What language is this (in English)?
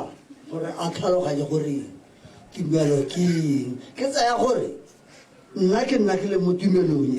Tswana